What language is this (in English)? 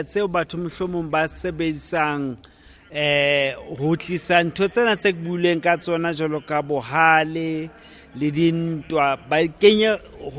Southern Sotho